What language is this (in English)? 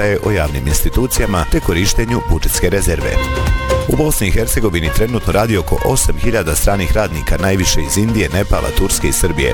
Bosnian